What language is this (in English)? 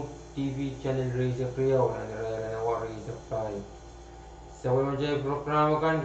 Pohnpeian